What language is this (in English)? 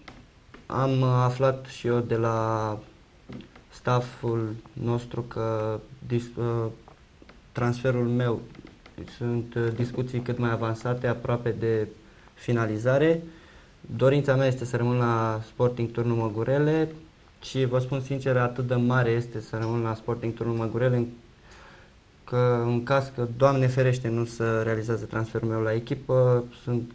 Romanian